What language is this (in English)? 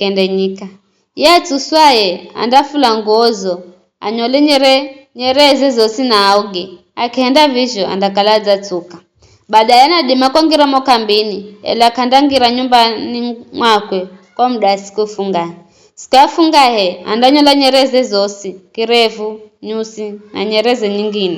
Giryama